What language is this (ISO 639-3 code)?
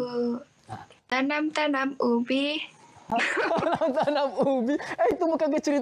msa